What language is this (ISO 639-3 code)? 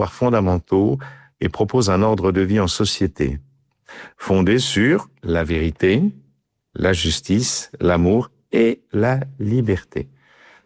fra